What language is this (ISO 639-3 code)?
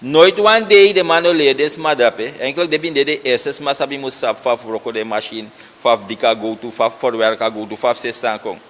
srn